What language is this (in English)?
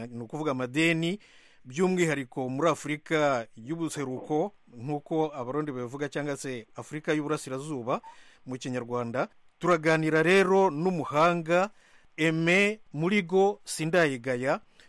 Kinyarwanda